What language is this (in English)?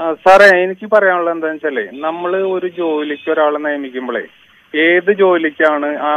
Malayalam